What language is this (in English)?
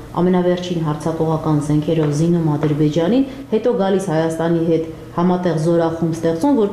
Armenian